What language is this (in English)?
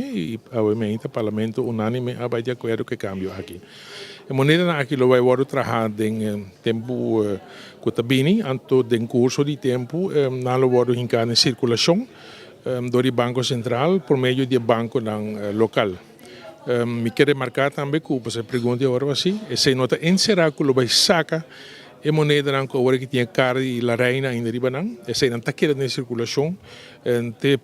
Papiamento